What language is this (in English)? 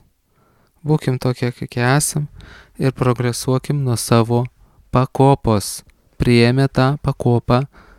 Lithuanian